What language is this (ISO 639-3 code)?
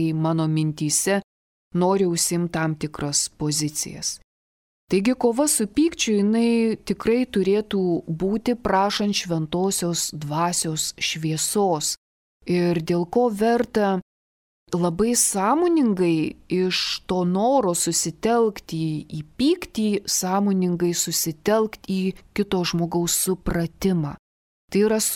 lit